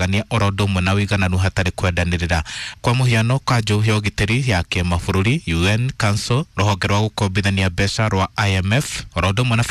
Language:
Kikuyu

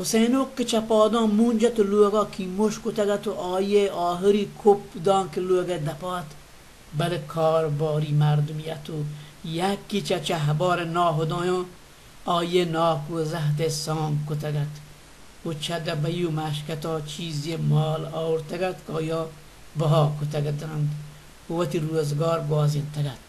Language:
Baluchi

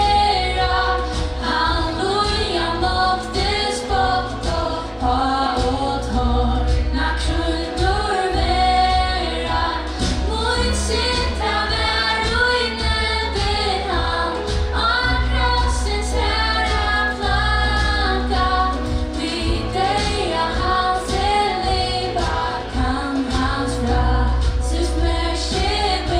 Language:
Faroese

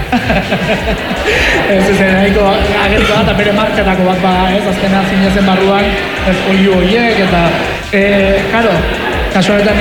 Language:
Basque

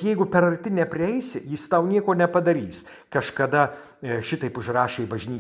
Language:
Lithuanian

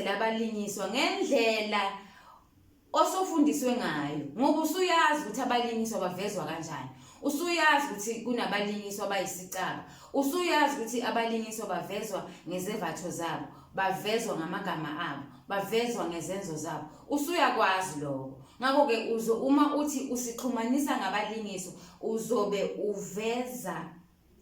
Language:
Zulu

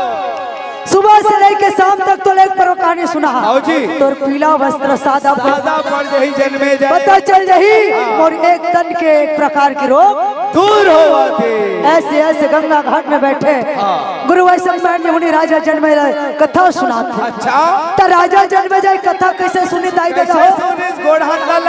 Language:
Chhattisgarhi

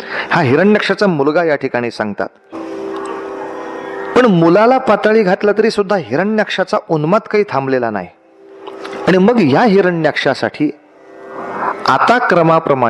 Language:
Marathi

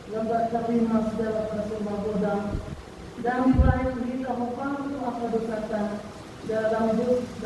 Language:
Batak Toba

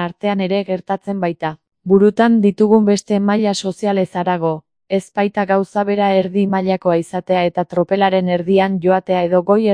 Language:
Basque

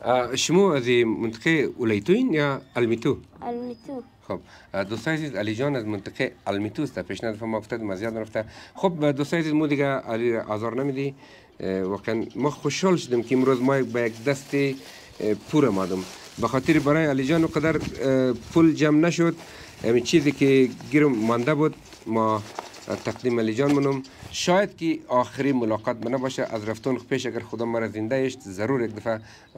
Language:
Persian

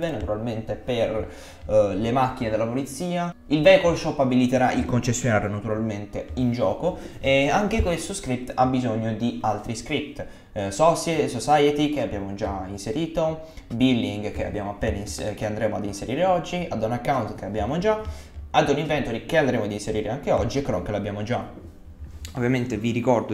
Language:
Italian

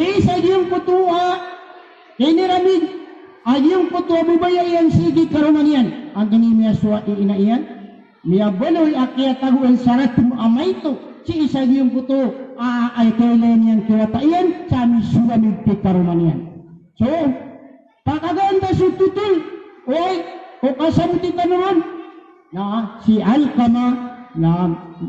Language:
Maranao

